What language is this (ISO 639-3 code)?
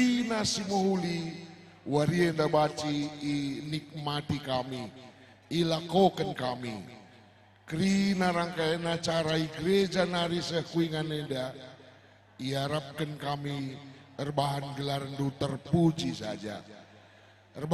btx